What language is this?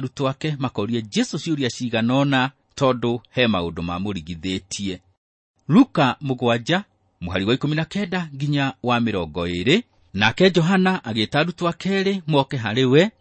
Kikuyu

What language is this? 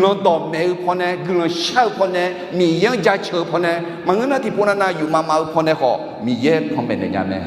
Akha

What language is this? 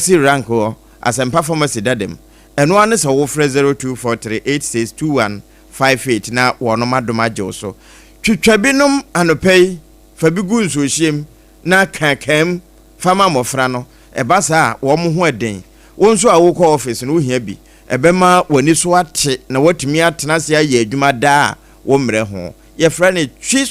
Akan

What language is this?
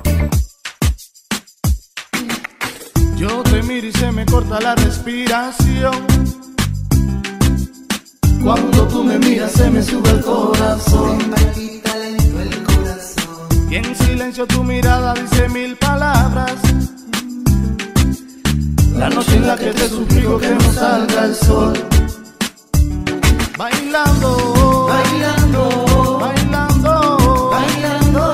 Spanish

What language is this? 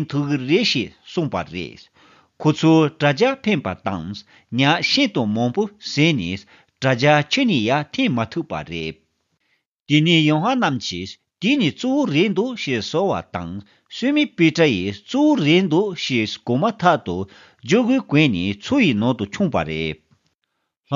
Tibetan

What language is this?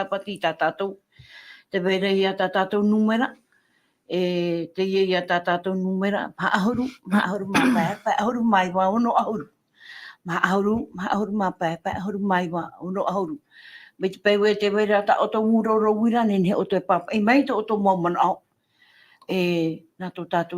Tahitian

